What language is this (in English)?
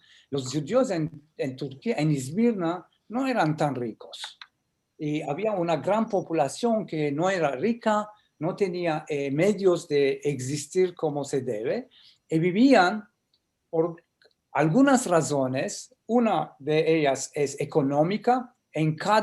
Ladino